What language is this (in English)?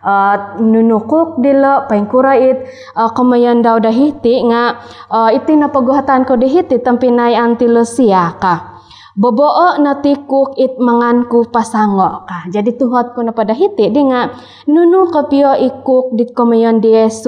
Central Dusun